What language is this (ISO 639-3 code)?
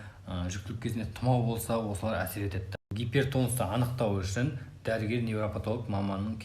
kaz